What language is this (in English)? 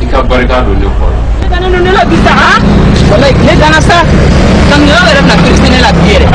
Bambara